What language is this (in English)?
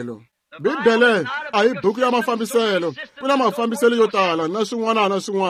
Tsonga